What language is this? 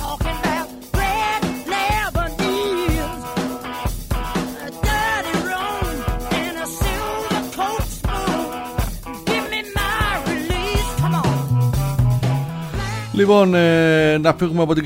Greek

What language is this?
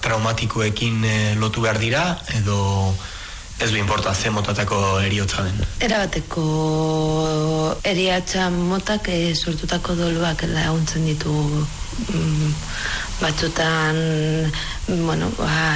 Basque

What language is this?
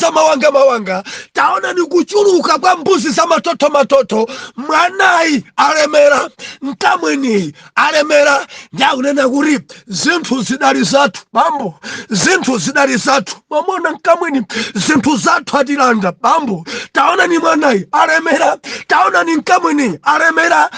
Nyanja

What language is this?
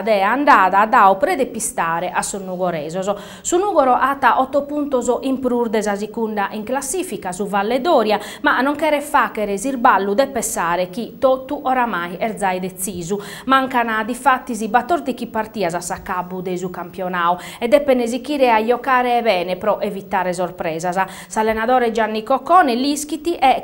Sardinian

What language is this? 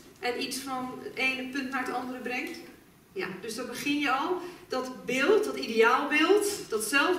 Dutch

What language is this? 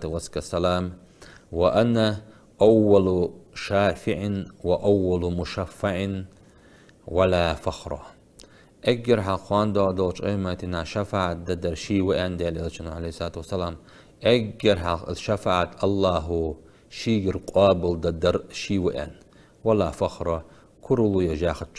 Ingush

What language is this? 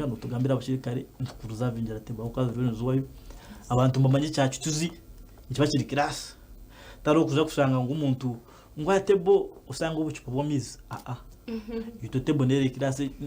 Nyankole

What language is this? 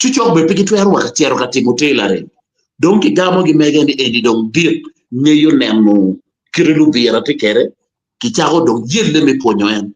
Acoli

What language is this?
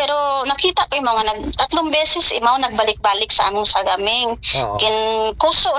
Aklanon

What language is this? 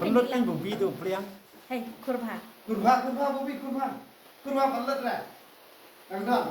Khasi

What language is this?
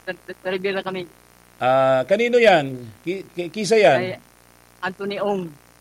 Bikol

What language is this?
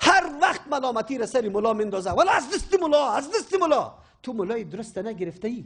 Persian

